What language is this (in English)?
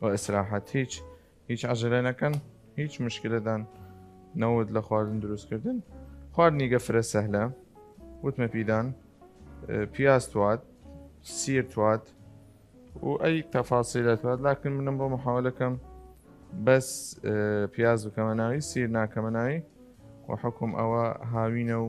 Southern Kurdish